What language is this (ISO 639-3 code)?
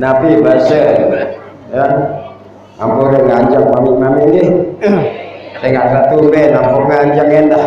sas